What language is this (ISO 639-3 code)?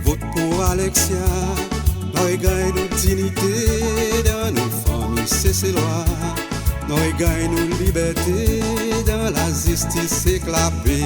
crs